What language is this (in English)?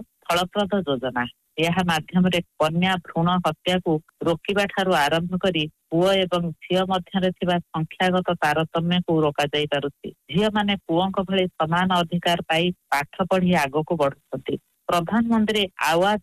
Odia